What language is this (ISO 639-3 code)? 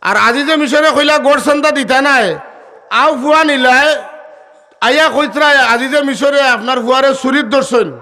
syl